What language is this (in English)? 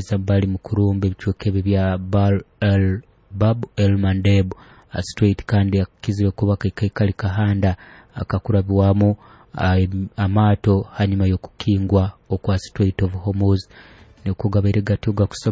Nyoro